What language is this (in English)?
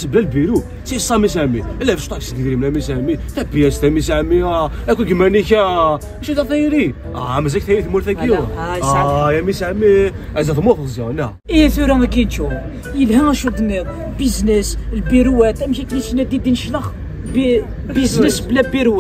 Kabyle